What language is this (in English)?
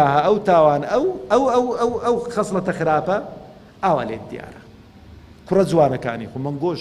Central Kurdish